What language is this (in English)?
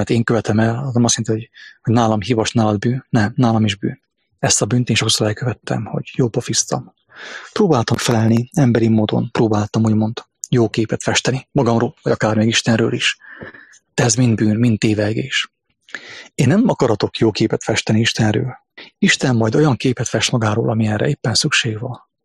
Hungarian